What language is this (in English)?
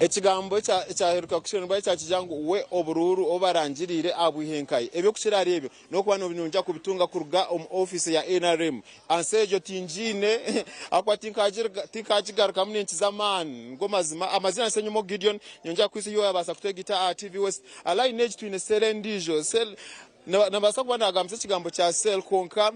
Nyankole